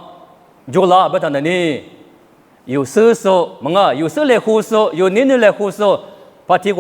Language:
Lisu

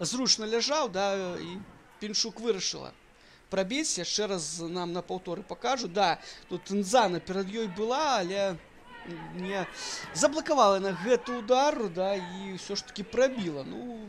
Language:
Belarusian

